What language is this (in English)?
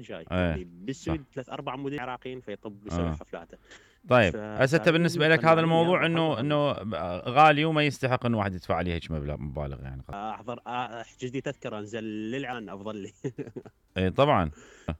Mesopotamian Arabic